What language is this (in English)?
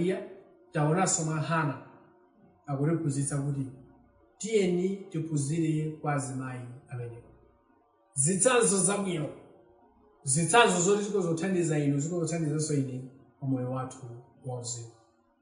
Nyanja